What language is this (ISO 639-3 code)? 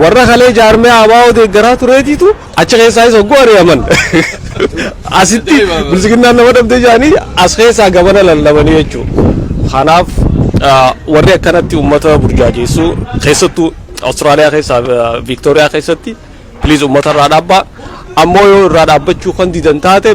orm